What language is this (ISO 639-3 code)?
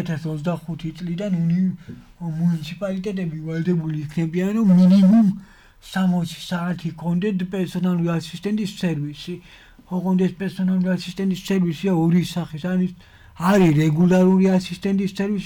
kat